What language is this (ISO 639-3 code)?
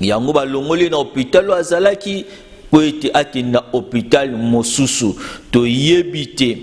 lin